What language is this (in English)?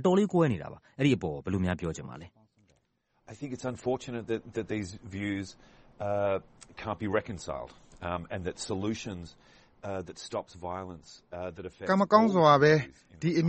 Burmese